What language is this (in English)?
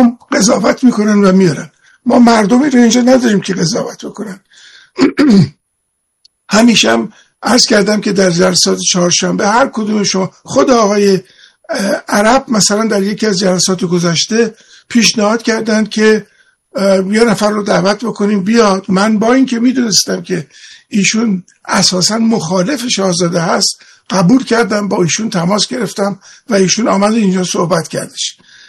Persian